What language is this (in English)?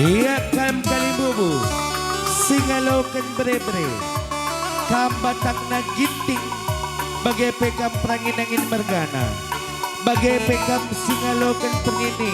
Batak Karo